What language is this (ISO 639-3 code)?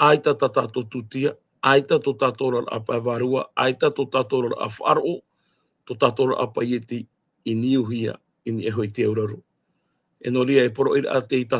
tah